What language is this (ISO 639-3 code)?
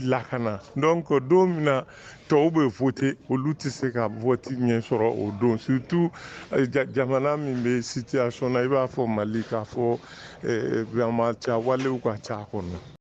bam